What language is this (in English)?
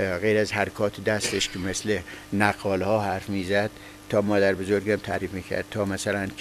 Persian